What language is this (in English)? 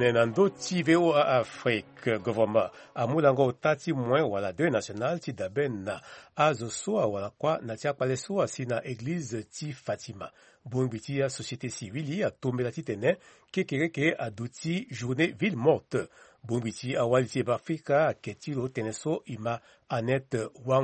Sango